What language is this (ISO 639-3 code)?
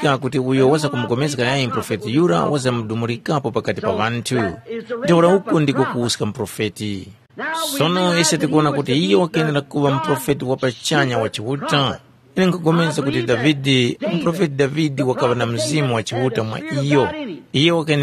tum